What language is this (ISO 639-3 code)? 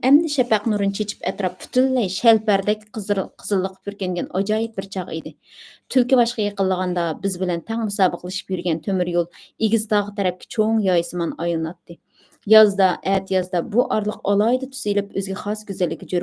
uig